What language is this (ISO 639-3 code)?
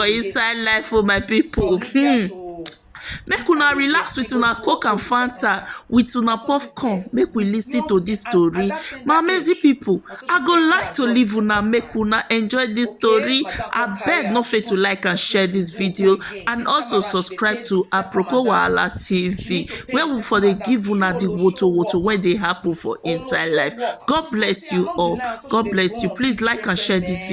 pcm